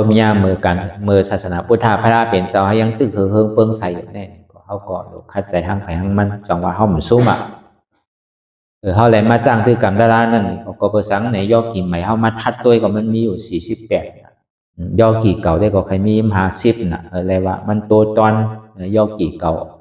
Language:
Shan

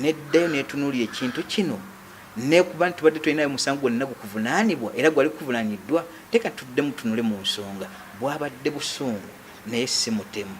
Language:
Ganda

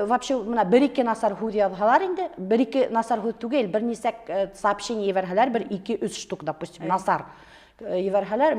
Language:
Bashkir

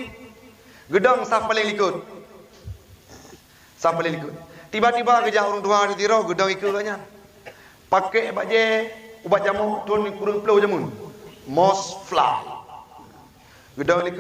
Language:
Achinese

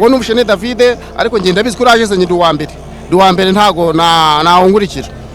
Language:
Kinyarwanda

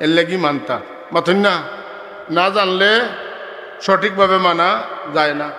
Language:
Sylheti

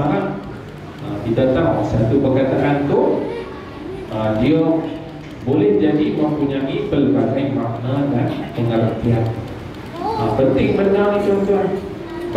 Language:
Malay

